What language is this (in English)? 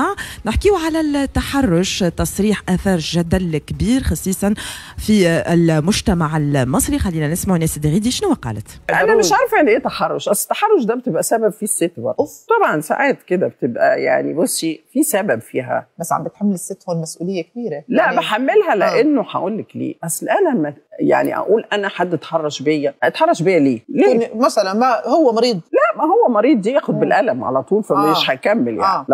Tunisian Arabic